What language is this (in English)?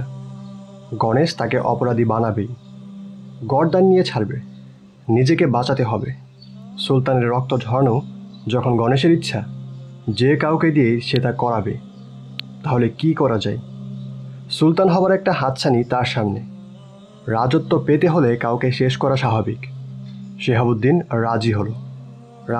Bangla